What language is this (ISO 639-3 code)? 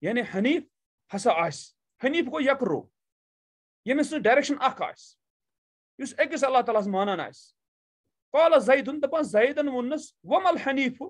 kas